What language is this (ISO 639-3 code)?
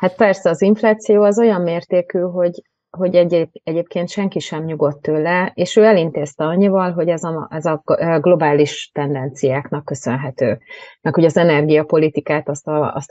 hun